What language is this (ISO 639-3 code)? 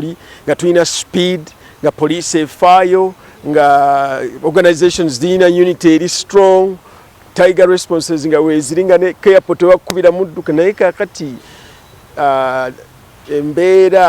lug